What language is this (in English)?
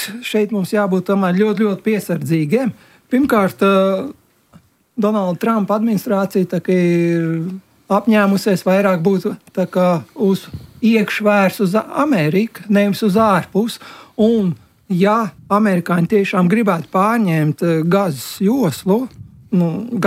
Latvian